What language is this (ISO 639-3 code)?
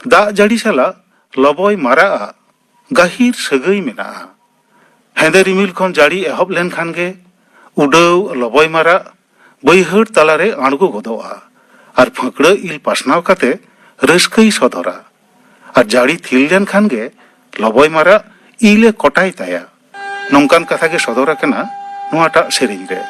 sat